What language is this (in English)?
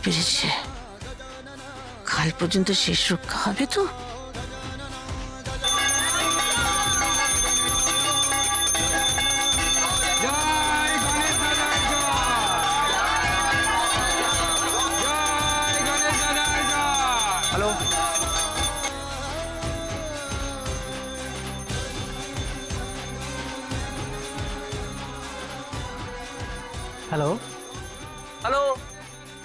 Bangla